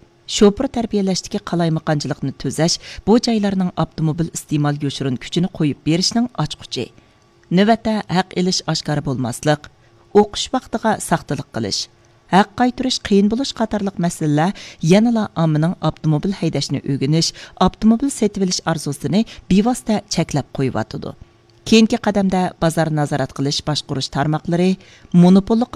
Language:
Uyghur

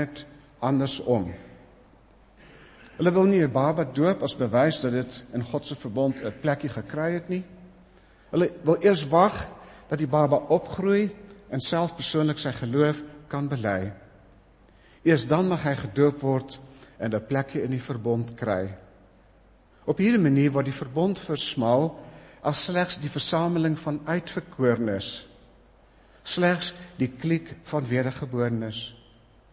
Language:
Afrikaans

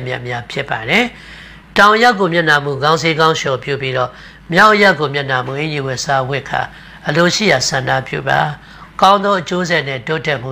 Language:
Burmese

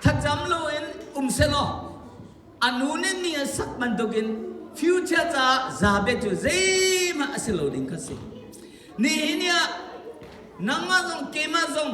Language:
Hakha Chin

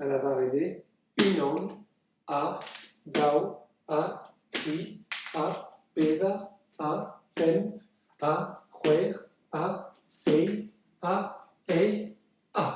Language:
Breton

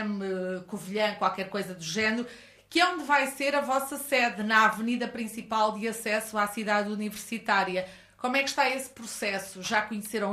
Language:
Portuguese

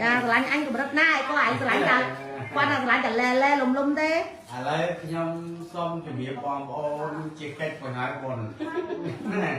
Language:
Khmer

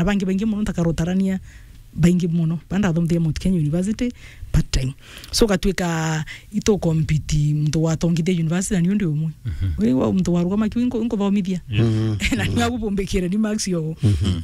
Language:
Meru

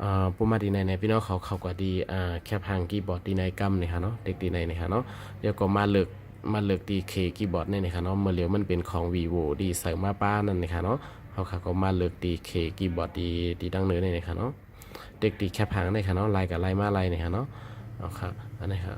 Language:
Shan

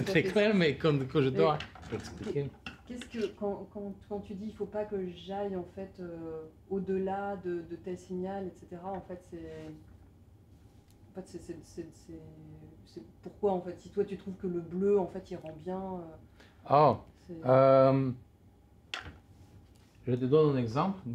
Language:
French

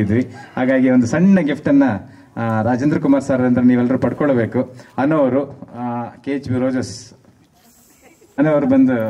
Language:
Kannada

